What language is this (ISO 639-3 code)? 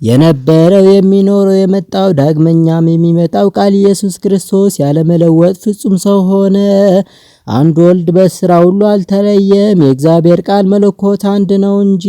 amh